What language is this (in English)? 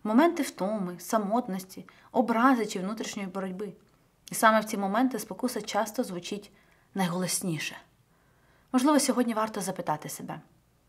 Ukrainian